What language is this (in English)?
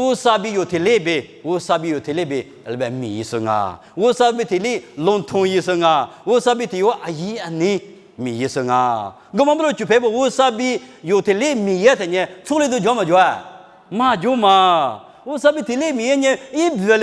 Lisu